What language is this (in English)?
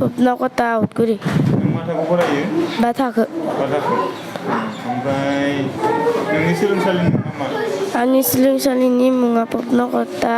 Bodo